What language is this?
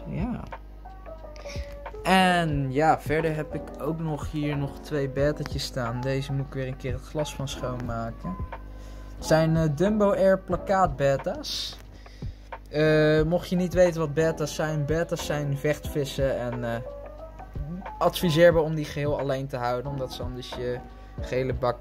Dutch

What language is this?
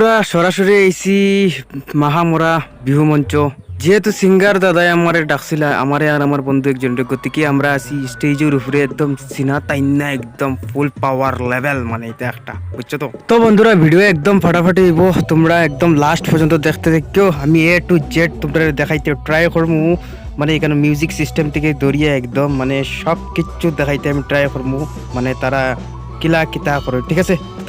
Sylheti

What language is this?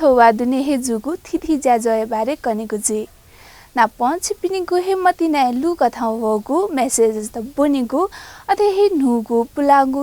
Newari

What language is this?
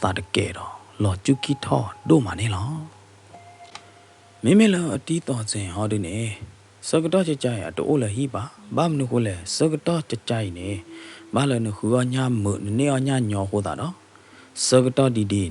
S'gaw Karen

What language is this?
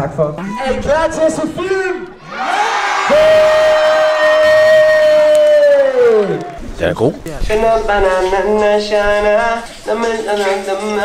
Danish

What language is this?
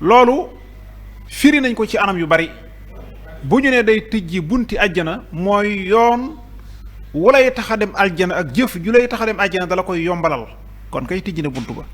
Wolof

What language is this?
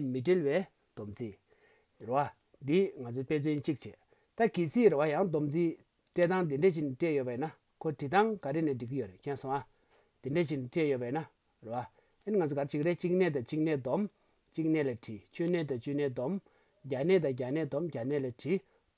Tibetan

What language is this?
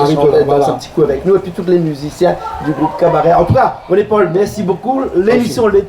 Réunion Creole French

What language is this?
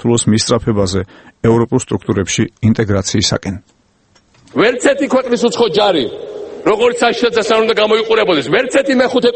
Georgian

